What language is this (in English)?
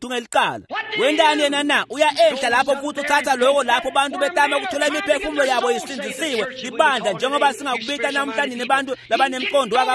Swati